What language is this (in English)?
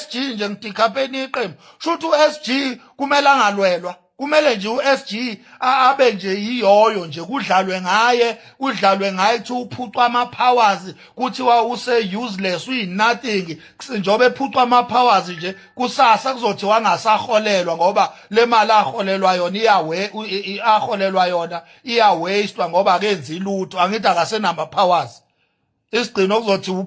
Zulu